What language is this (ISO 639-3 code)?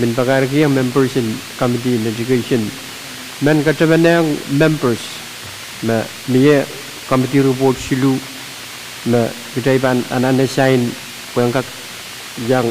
pon